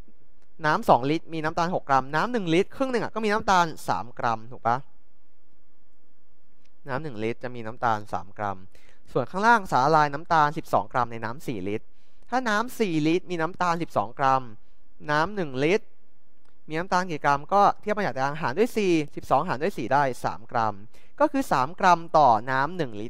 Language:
Thai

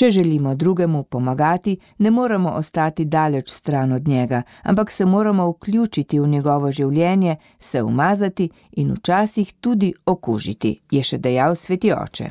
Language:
Slovenian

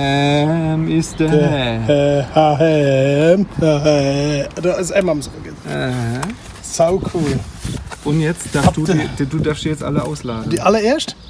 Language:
Palatine German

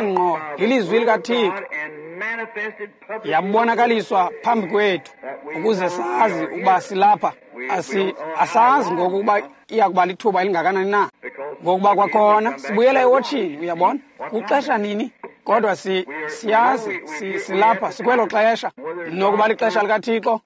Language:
Xhosa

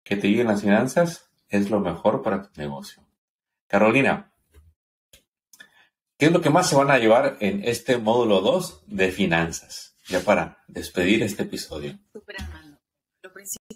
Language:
Spanish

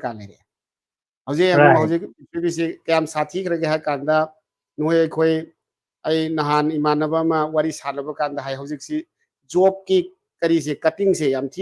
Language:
Manipuri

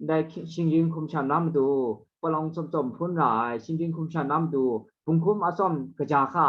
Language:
Kachin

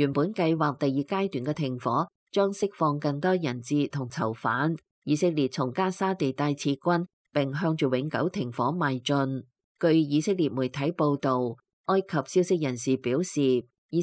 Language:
Cantonese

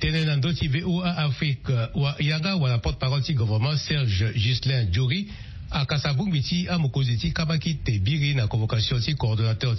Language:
Sango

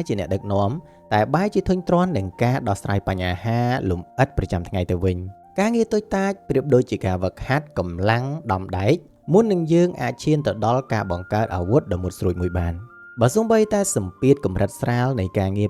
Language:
Khmer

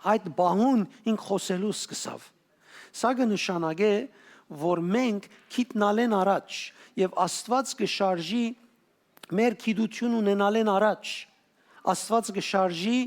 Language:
Western Armenian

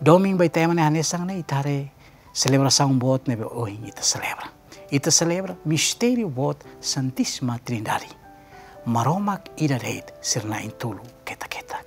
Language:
Tetum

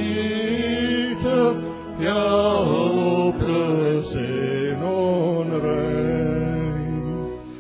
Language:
Afrikaans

